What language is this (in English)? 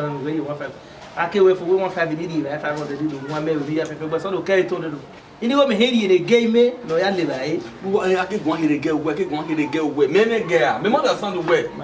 Bini